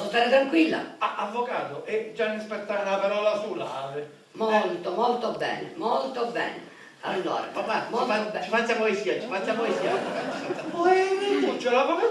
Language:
Sicilian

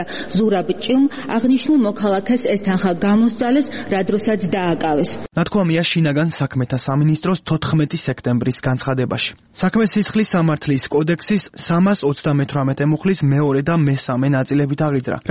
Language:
Georgian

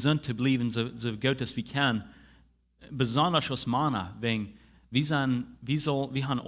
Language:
Plautdietsch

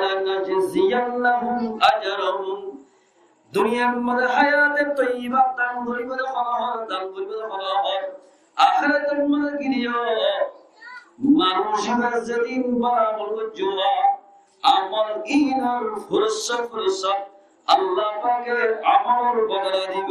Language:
Rohingya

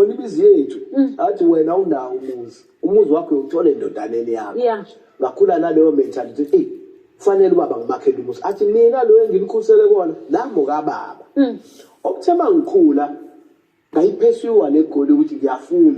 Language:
Zulu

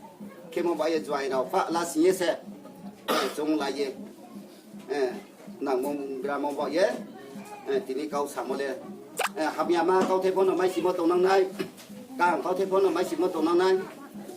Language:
Riang (India)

